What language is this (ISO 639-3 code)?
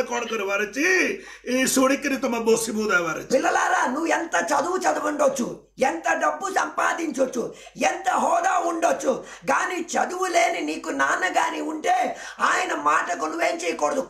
tel